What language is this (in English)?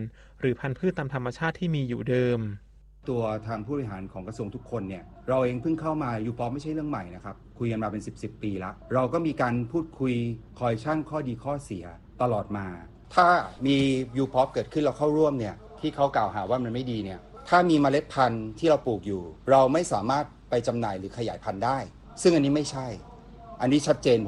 Thai